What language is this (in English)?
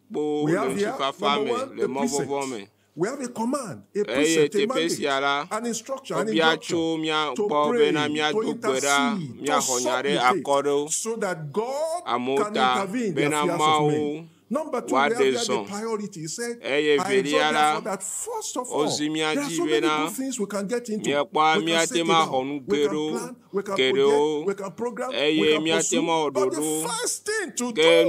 Ewe